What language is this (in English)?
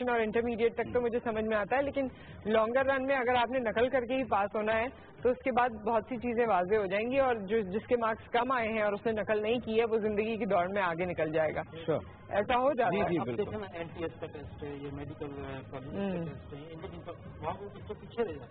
Urdu